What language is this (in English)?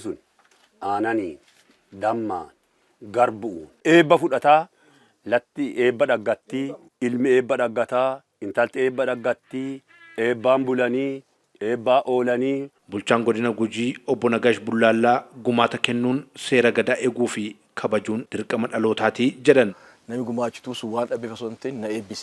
Oromo